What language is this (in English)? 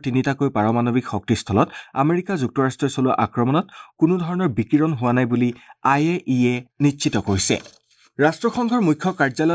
Assamese